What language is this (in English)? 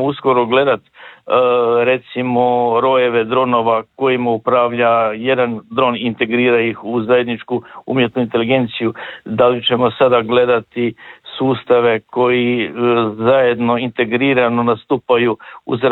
Croatian